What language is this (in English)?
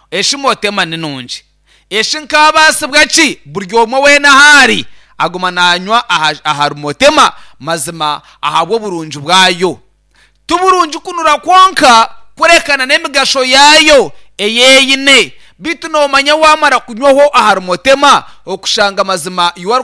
Nyankole